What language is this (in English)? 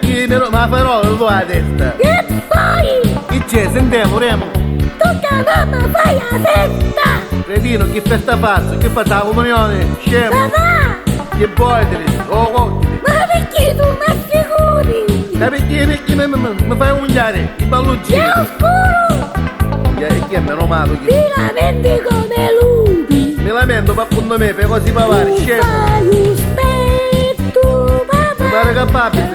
Neapolitan